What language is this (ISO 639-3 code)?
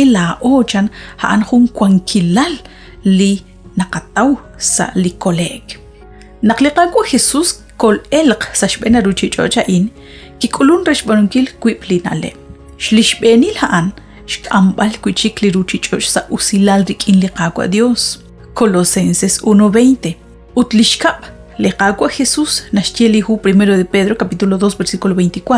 kek